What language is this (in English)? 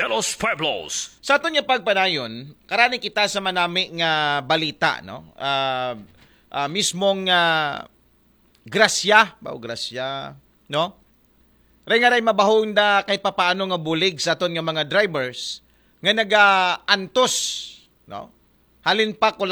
Aklanon